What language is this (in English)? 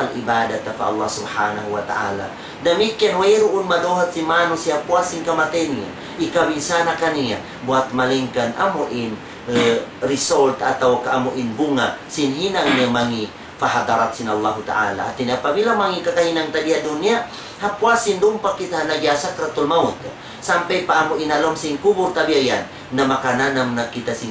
Tausug